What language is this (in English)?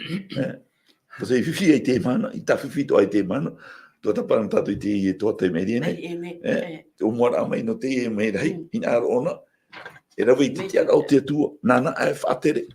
Tahitian